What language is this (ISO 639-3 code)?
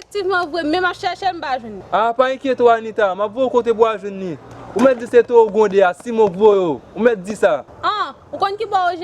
hat